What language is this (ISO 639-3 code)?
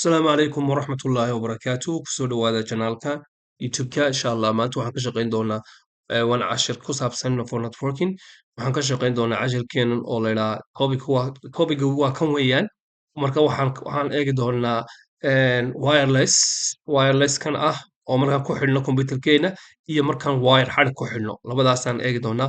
som